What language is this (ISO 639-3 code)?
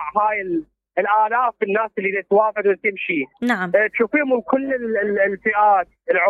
acm